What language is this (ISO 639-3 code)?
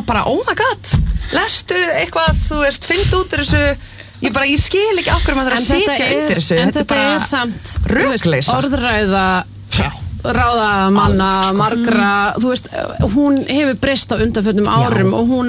isl